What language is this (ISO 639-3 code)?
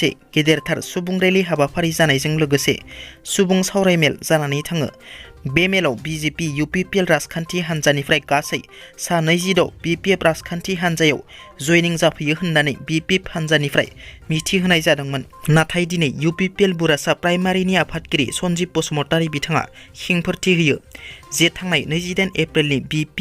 brx